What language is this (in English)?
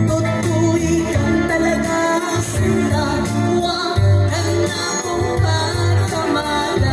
Pampanga